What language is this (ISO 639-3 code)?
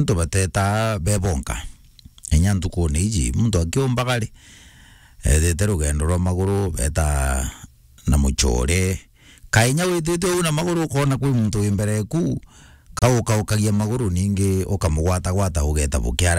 mer